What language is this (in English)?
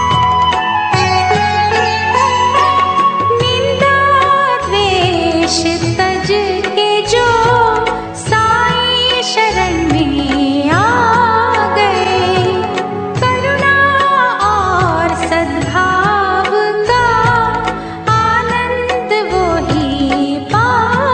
Hindi